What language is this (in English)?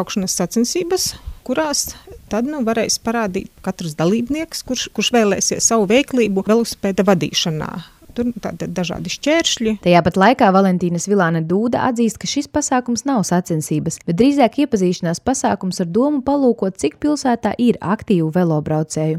Latvian